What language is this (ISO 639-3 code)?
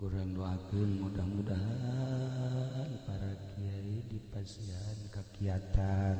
sun